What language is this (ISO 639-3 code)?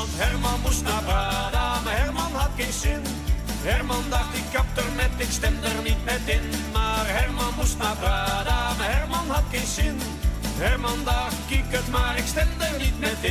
fry